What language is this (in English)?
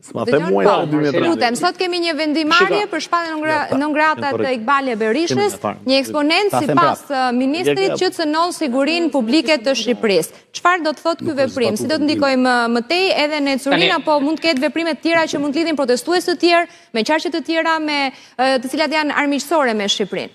Albanian